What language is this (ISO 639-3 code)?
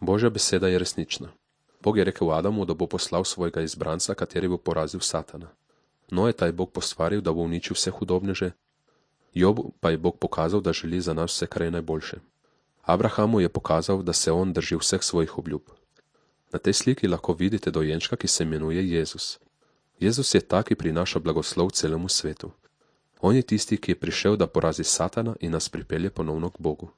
slv